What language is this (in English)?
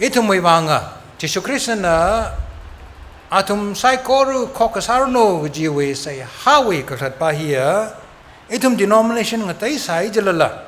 Tangkhul Naga (India)